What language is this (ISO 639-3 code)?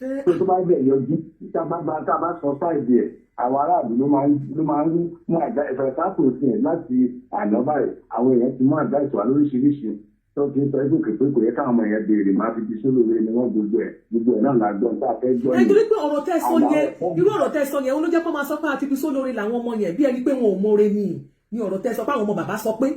yor